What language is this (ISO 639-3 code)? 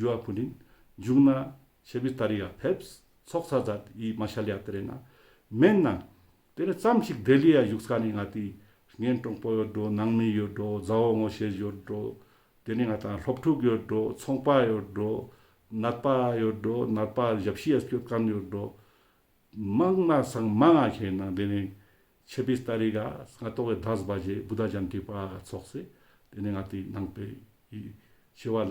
lbj